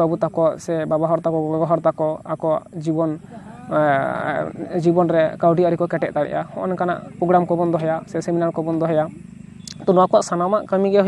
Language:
Santali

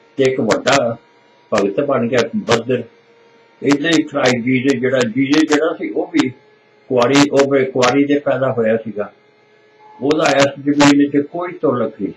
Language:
Punjabi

